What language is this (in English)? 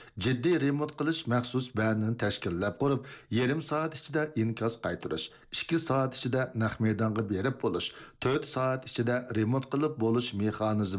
Uyghur